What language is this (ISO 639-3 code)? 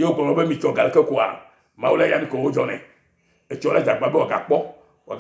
ewe